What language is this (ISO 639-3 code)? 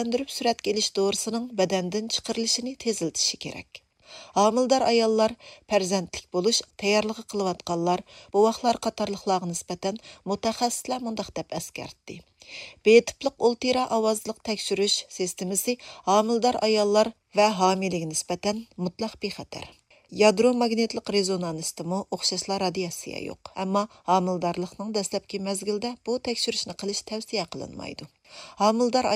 uig